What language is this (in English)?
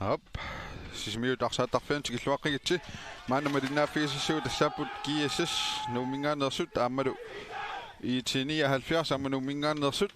Kalaallisut